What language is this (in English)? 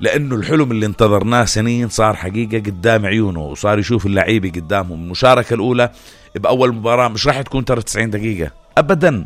North Levantine Arabic